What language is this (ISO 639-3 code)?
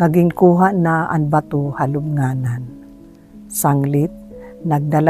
war